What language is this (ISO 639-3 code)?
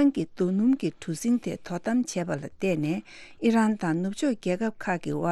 bod